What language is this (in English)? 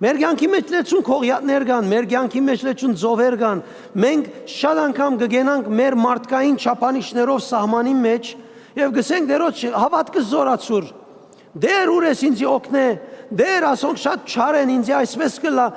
Western Armenian